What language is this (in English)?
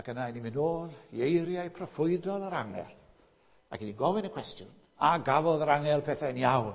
Welsh